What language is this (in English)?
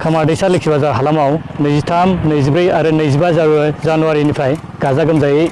Bodo